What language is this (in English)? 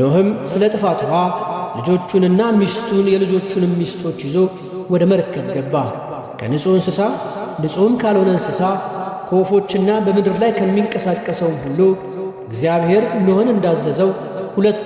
Amharic